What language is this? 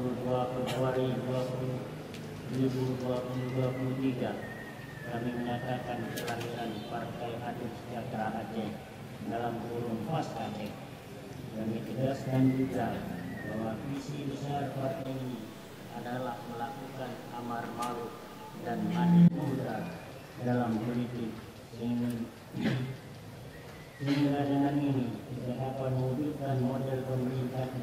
Indonesian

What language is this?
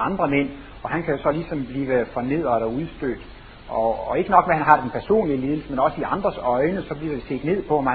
Danish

